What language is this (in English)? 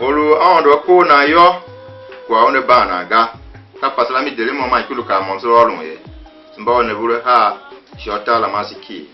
Tiv